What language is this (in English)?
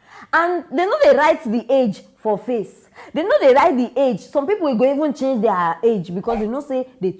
Nigerian Pidgin